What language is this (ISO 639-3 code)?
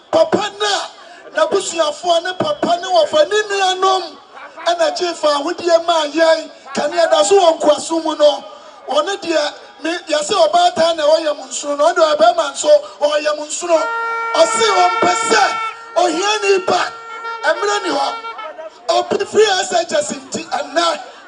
aka